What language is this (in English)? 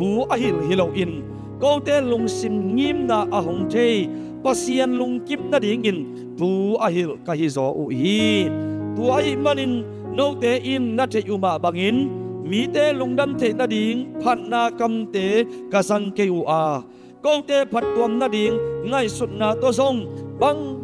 Tedim Chin